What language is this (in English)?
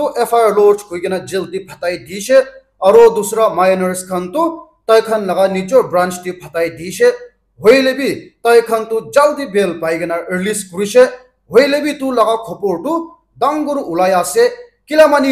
Naga Pidgin